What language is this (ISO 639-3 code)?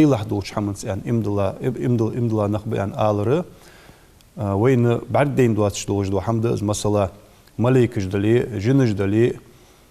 inh